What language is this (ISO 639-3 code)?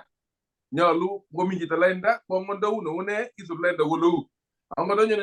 kln